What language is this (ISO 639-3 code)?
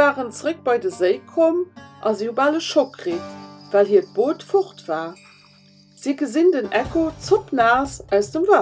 ltz